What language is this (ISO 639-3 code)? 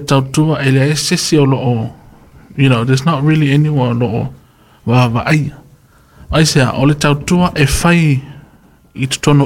smo